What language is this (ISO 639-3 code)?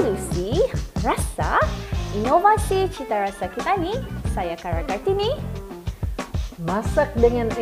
msa